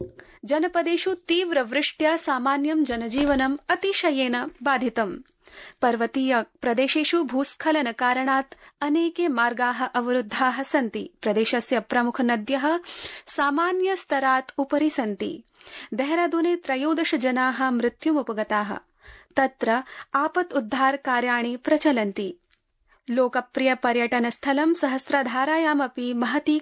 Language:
Sanskrit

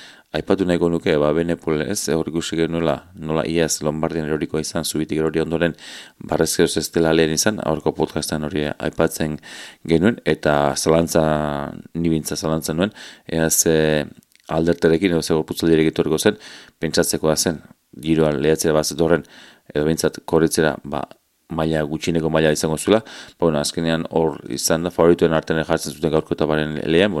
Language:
Basque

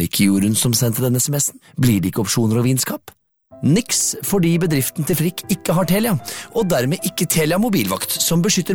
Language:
Norwegian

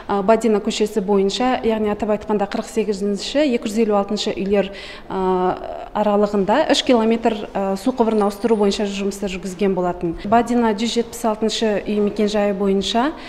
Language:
Kazakh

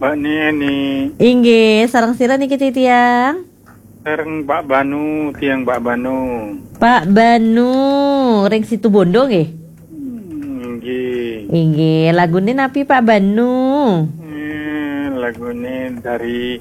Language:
Balinese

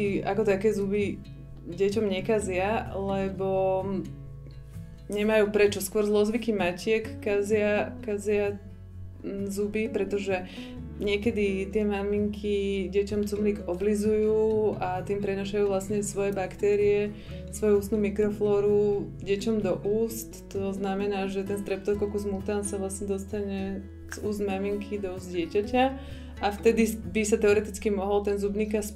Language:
Slovak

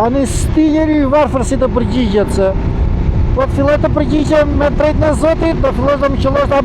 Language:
Albanian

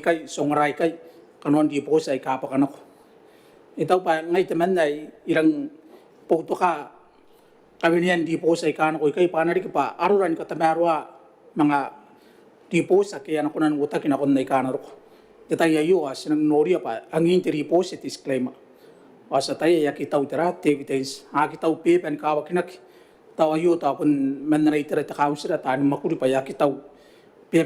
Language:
Gilbertese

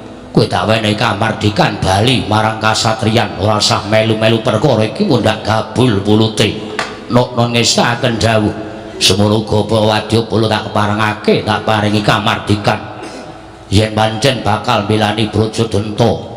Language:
Javanese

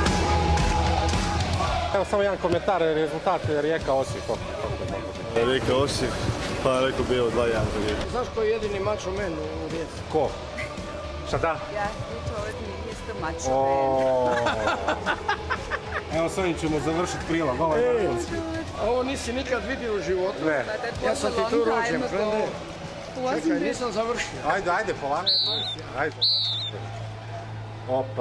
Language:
Croatian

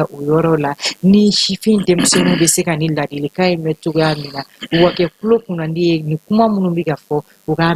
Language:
Bambara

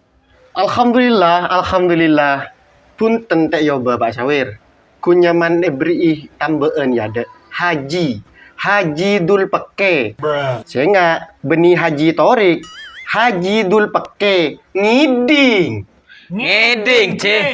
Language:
Madurese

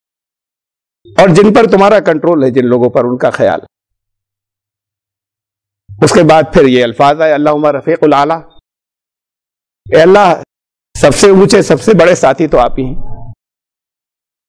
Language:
Urdu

